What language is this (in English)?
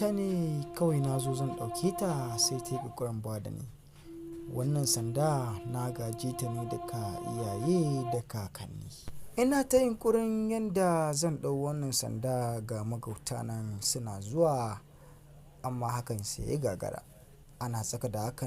Hausa